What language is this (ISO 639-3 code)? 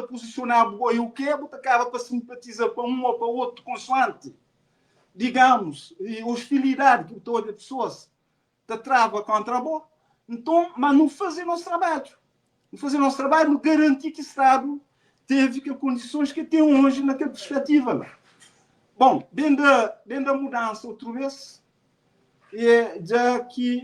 kea